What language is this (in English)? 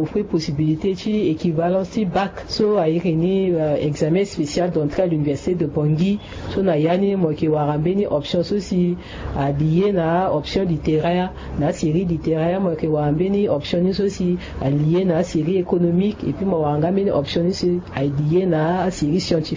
Sango